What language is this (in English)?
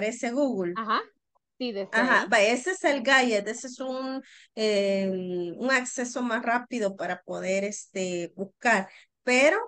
Spanish